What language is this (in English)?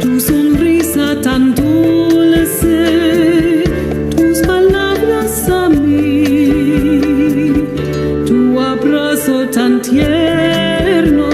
Ladino